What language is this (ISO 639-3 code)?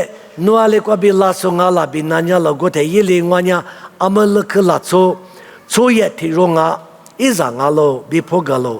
lis